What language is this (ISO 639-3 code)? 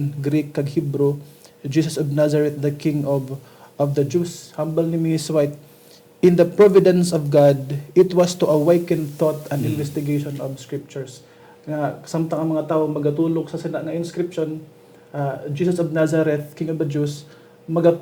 hil